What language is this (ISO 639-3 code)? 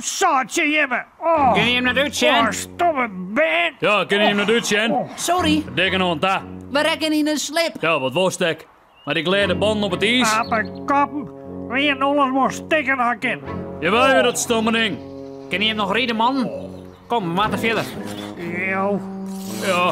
fry